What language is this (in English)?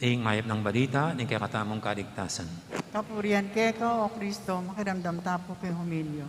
Pampanga